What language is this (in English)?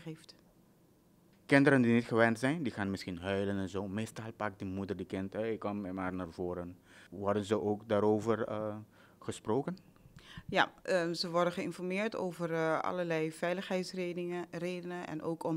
Dutch